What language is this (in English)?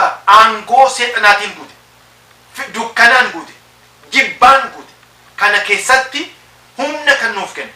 Oromo